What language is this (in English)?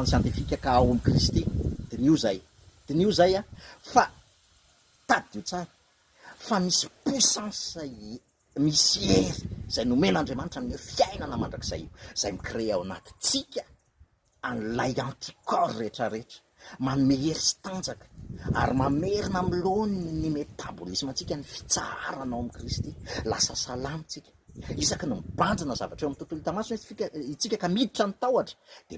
Malagasy